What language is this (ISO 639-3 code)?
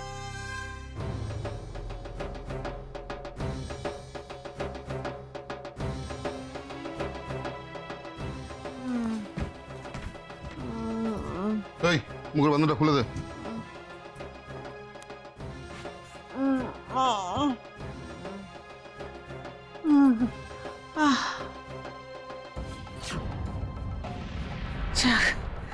ben